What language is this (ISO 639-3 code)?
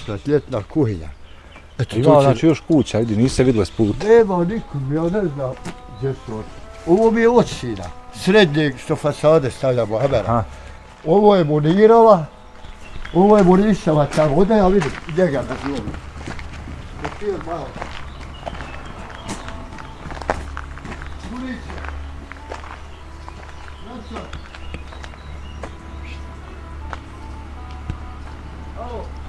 bos